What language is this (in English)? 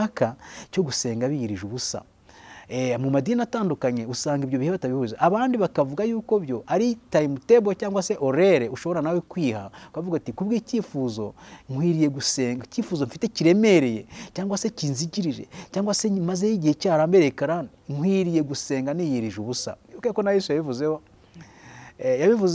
Kinyarwanda